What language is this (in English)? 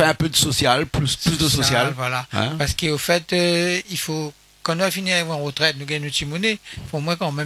Réunion Creole French